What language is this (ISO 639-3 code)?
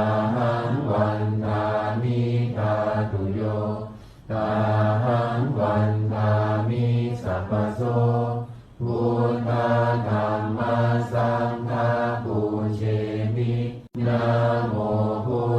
pli